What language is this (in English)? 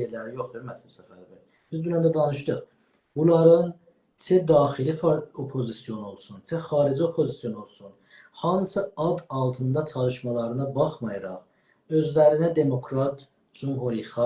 South Azerbaijani